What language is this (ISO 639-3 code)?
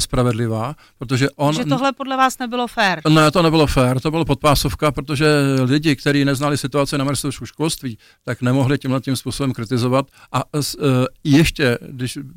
ces